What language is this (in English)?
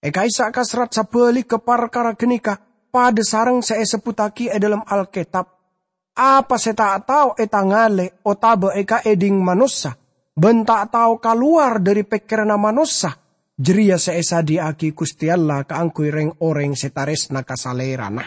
Madurese